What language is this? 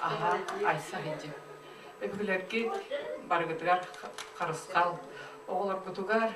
Yakut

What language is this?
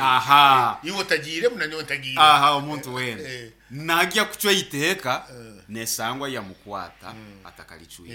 Nyankole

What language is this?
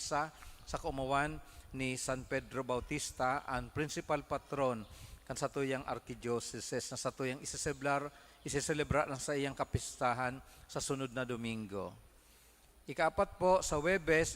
Bikol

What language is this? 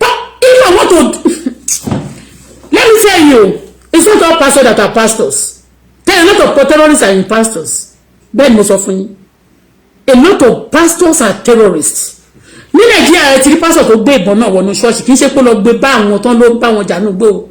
Yoruba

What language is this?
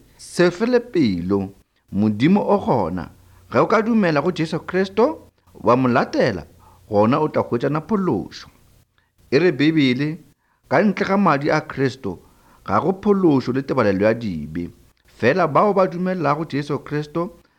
Northern Sotho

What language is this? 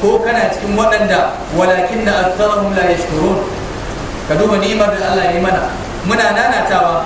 Hausa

